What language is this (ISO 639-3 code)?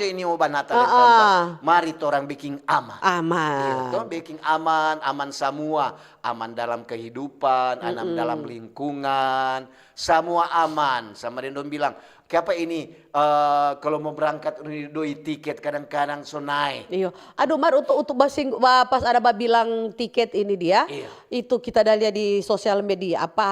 xmm